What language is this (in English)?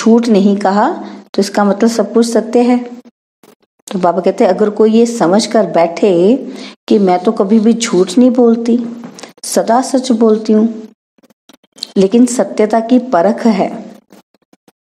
Hindi